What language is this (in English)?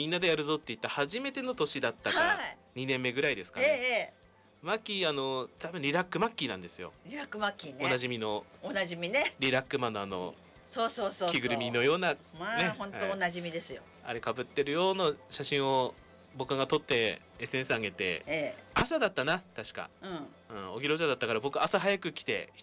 Japanese